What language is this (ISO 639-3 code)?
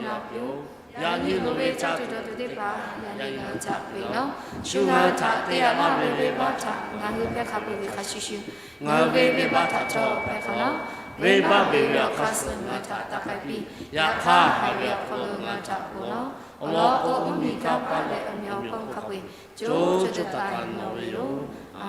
lhu